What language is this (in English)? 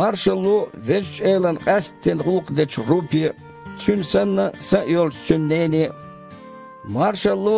Chechen